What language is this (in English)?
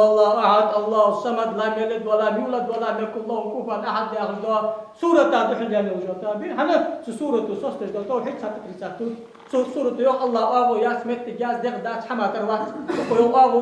Ingush